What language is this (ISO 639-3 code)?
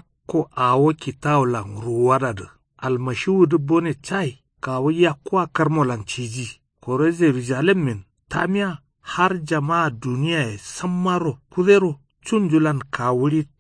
kau